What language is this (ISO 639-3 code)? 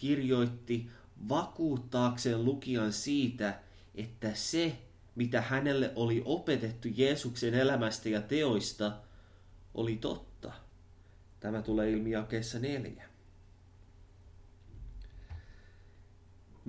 fin